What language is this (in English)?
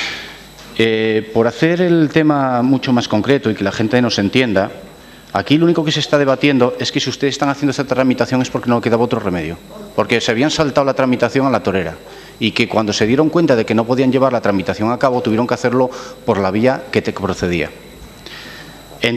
Spanish